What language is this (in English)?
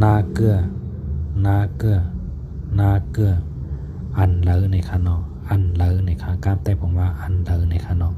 Shan